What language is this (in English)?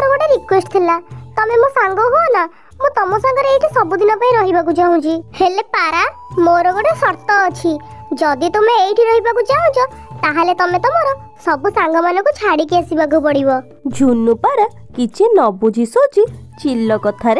Odia